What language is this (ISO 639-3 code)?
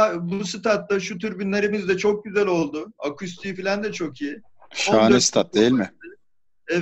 tur